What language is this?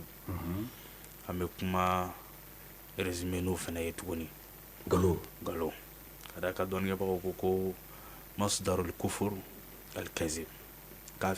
Bambara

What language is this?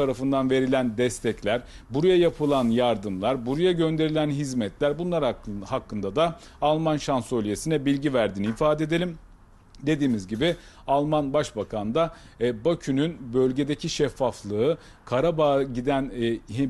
Turkish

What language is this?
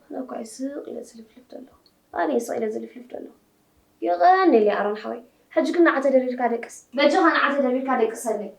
Tigrinya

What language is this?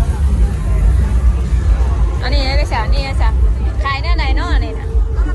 Northeastern Thai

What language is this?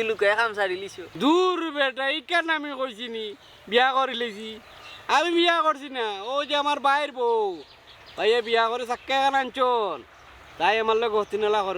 Sylheti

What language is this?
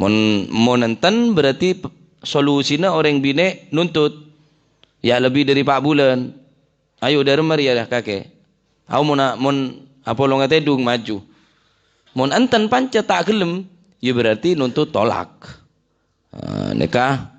Madurese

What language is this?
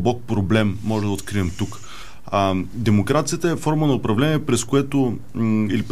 Bulgarian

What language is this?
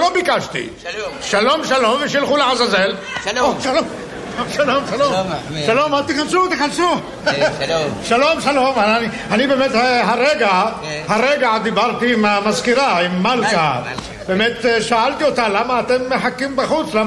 Hebrew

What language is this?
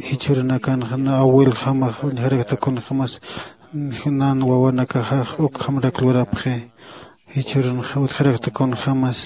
Aymara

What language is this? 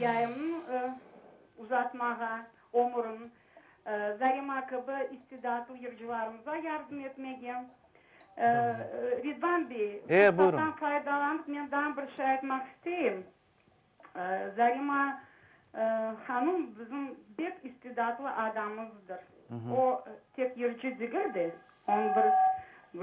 Crimean Tatar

